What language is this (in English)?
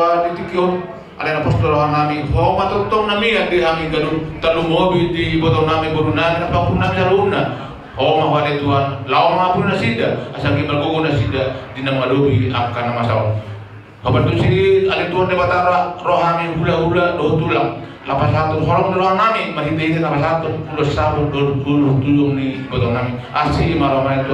Batak Toba